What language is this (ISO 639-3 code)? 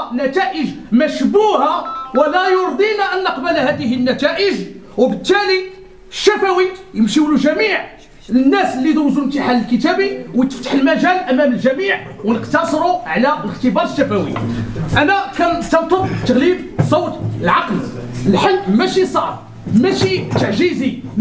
ary